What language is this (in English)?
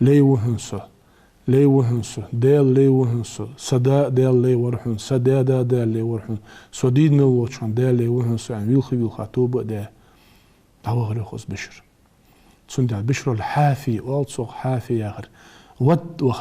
Ingush